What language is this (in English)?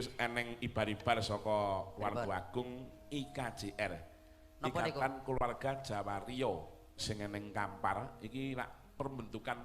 Javanese